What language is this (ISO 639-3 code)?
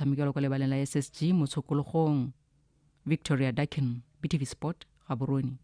tsn